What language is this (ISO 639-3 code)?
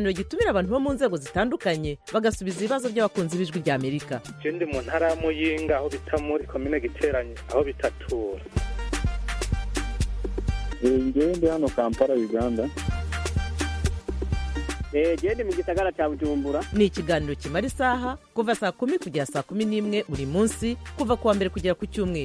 kin